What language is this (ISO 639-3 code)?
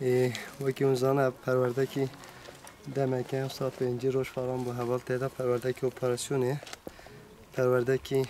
kur